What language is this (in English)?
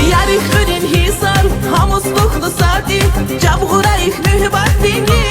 Tabassaran